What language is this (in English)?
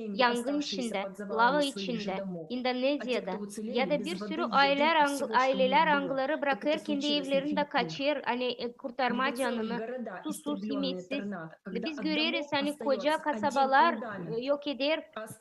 Gagauz